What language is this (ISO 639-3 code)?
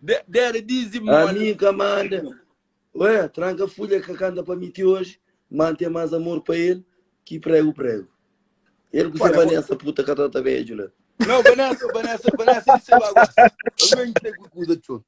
kea